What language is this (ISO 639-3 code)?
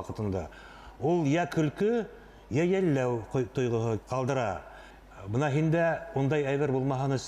bak